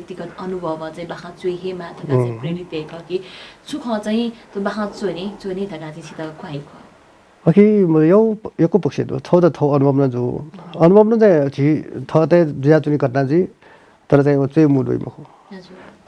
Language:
Newari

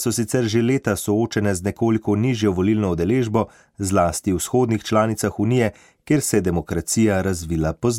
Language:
Slovenian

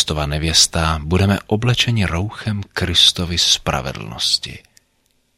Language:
Czech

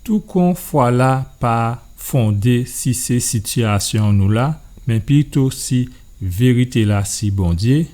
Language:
Guadeloupean Creole French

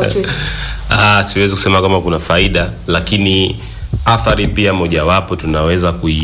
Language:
Swahili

